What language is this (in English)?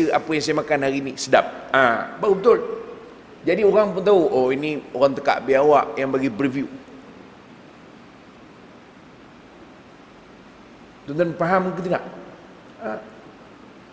Malay